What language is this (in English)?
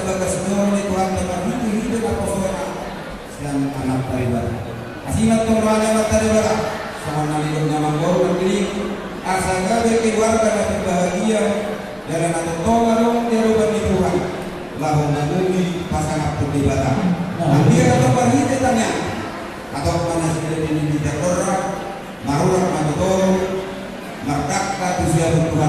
Batak Toba